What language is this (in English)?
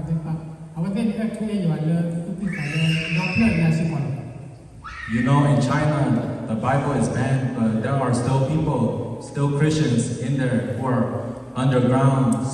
S'gaw Karen